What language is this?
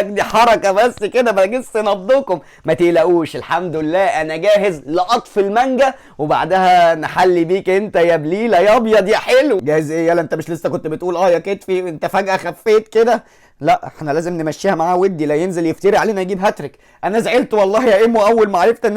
Egyptian Arabic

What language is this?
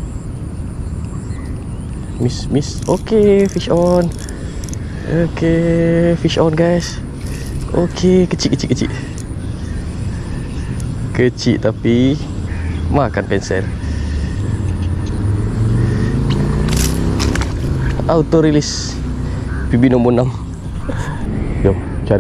Malay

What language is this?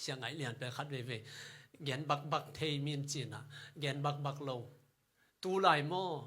Tedim Chin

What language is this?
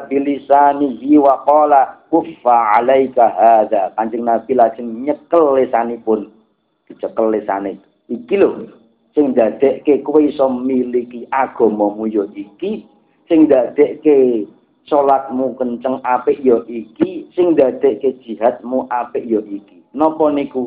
Javanese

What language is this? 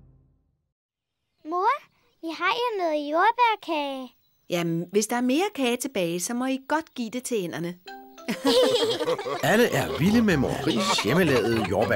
Danish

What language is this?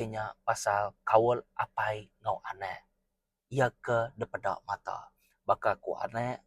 Iban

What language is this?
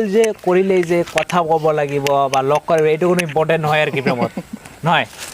Assamese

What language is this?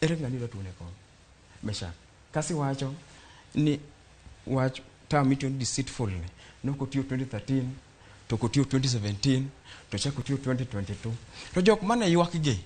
Luo (Kenya and Tanzania)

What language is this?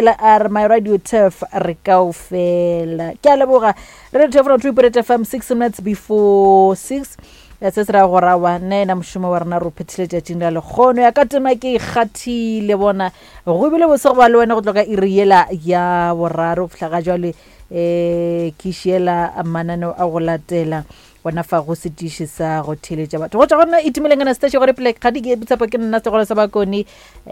Northern Sotho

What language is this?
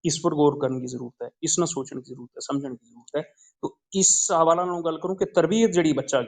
Gujari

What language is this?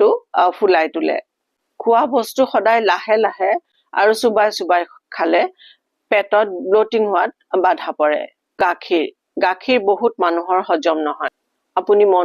Assamese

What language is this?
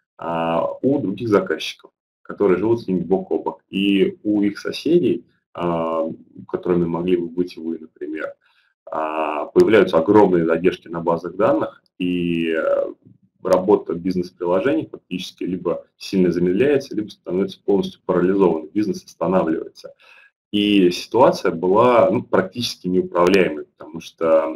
Russian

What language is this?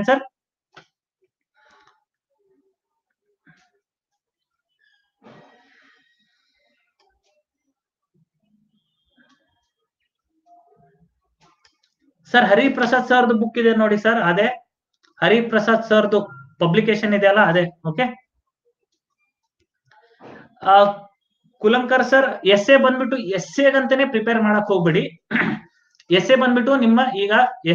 Kannada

